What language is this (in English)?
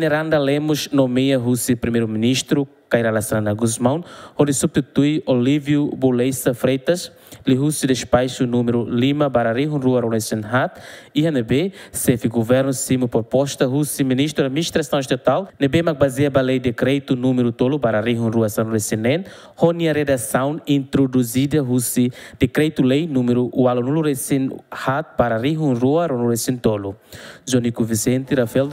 Tetum